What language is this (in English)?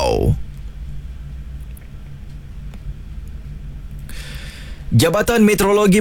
Malay